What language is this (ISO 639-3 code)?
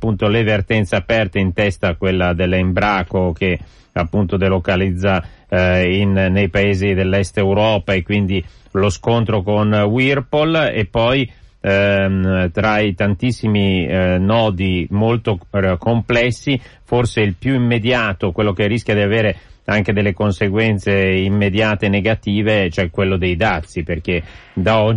ita